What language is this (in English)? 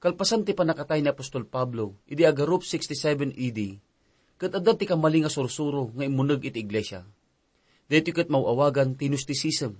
Iloko